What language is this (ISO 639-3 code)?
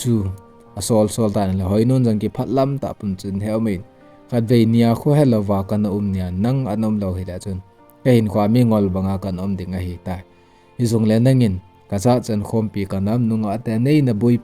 tcz